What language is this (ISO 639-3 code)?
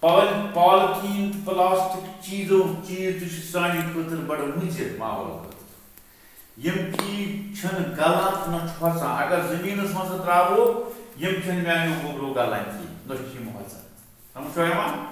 kas